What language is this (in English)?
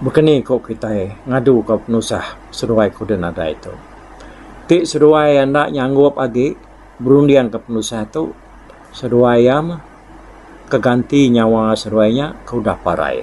Iban